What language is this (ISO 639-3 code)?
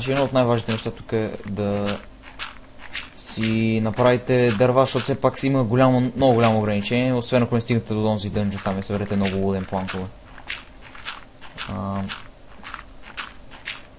bul